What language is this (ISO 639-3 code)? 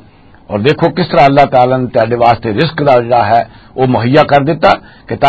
lah